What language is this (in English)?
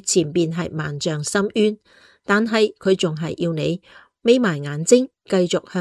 Cantonese